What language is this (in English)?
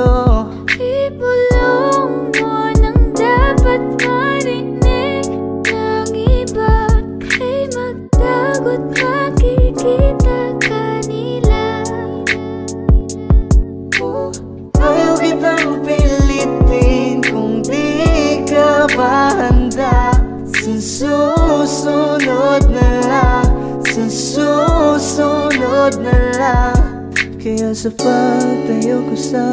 Filipino